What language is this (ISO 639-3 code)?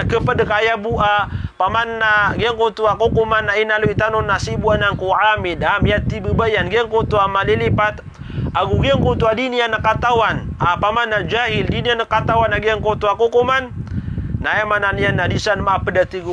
mrw